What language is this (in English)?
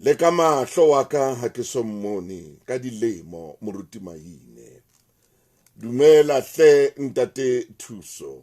Southern Sotho